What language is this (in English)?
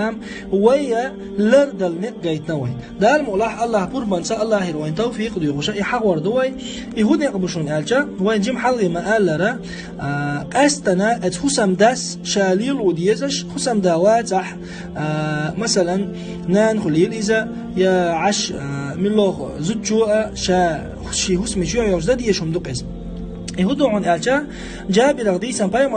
Chechen